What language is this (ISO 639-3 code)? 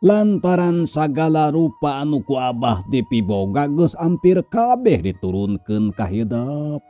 sun